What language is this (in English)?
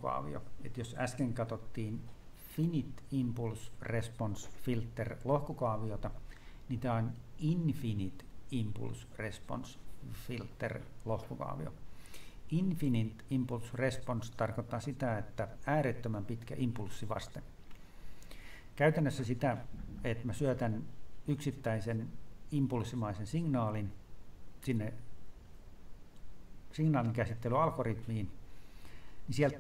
Finnish